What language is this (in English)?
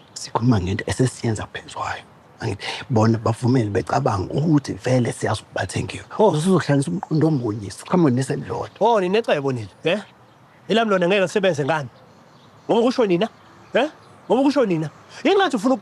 Zulu